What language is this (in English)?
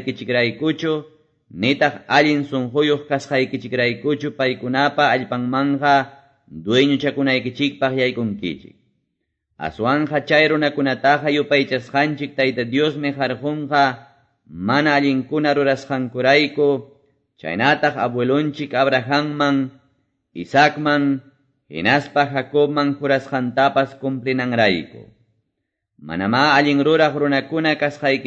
Quechua